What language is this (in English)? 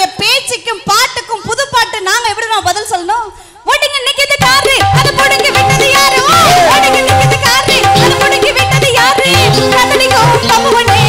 Tamil